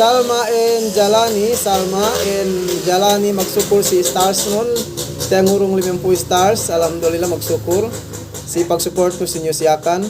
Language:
Yakan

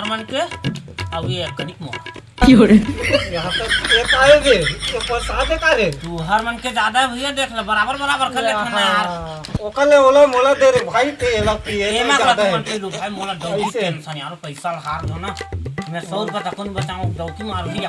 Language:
Chhattisgarhi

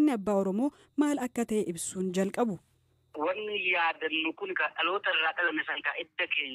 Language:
Oromo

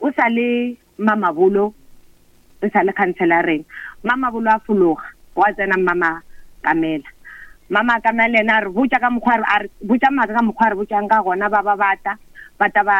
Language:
Northern Sotho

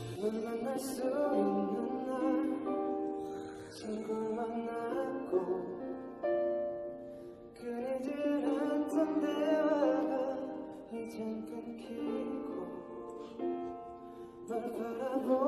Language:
Korean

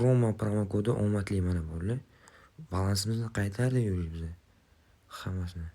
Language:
Uzbek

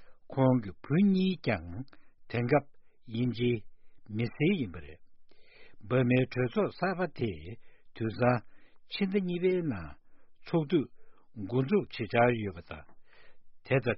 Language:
Tibetan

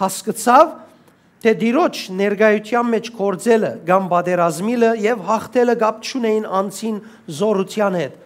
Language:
Western Armenian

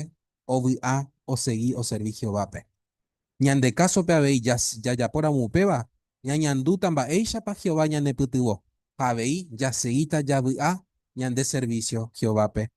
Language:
Guarani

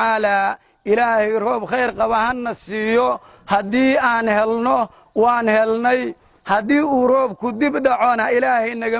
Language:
Somali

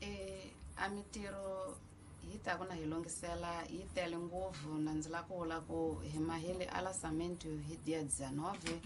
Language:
Tsonga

